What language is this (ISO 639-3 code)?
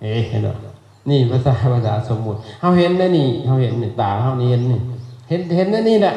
lao